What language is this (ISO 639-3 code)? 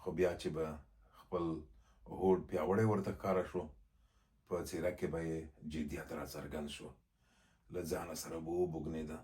pus